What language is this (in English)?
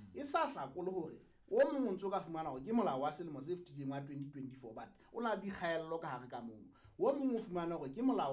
Southern Sotho